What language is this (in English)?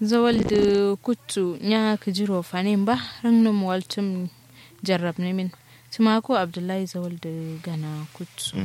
Kanuri